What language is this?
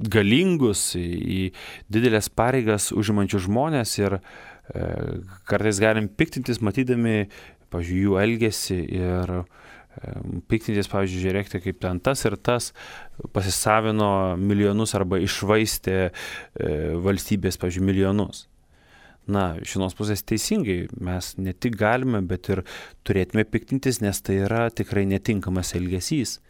Lithuanian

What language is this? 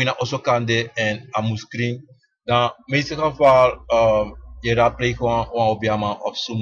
Sranan Tongo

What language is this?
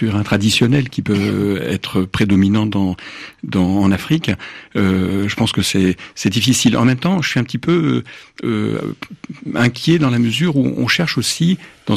French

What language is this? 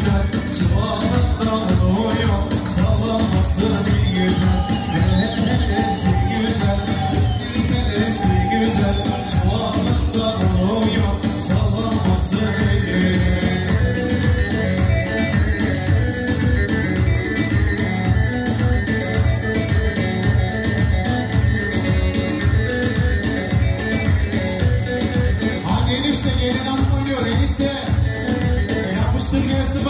Turkish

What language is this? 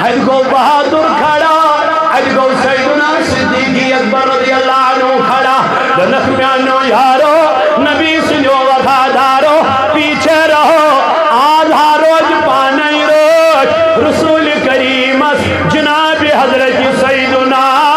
Kashmiri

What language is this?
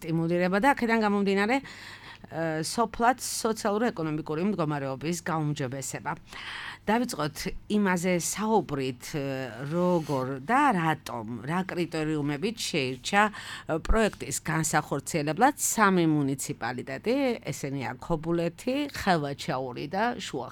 Georgian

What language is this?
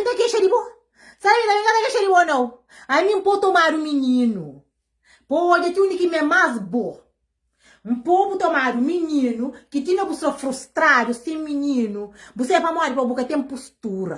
Kabuverdianu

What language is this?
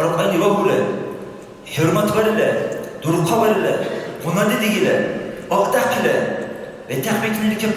Dargwa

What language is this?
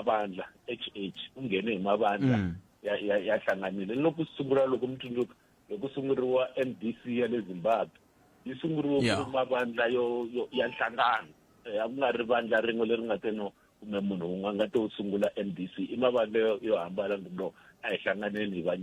Tsonga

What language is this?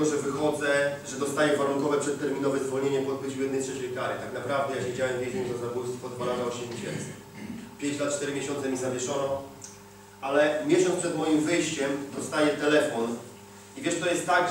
Polish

